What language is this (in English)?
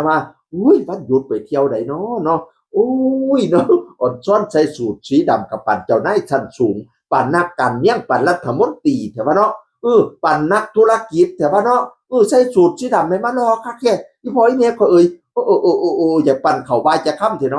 Northeastern Thai